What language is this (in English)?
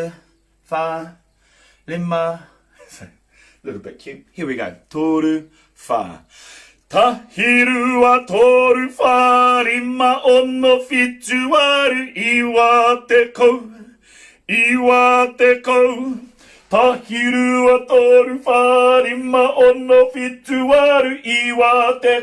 Māori